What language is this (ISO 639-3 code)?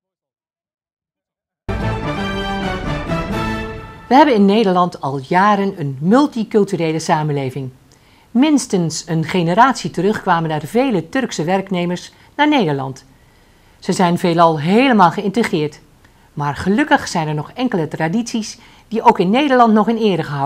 nld